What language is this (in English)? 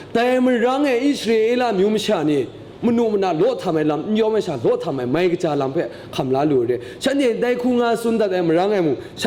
Kachin